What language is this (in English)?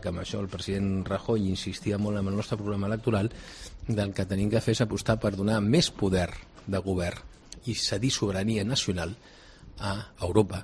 Catalan